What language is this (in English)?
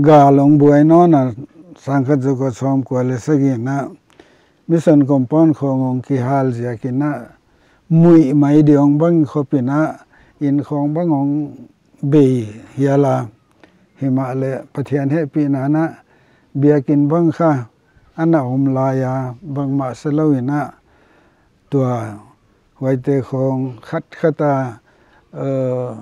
Paite Chin